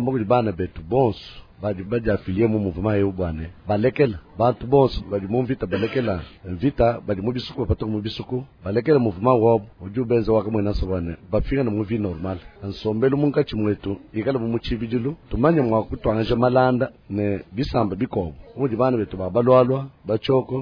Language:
Luba-Lulua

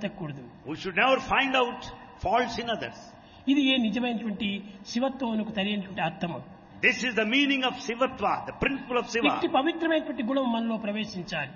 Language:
Telugu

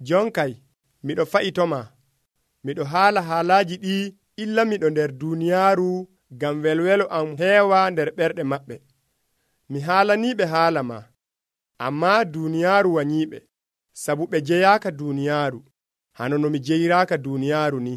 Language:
Nigerian Fulfulde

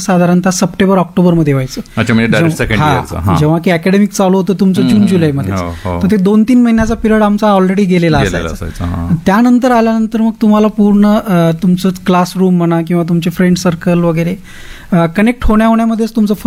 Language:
Marathi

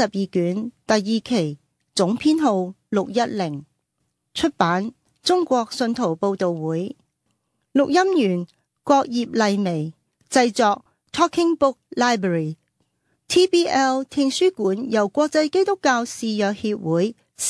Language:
Cantonese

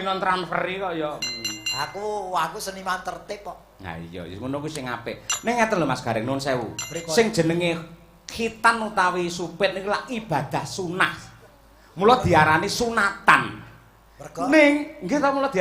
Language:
Javanese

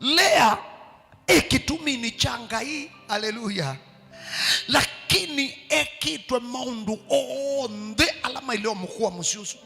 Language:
Kamba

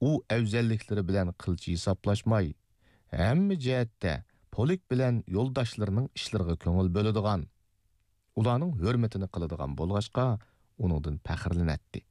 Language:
Uyghur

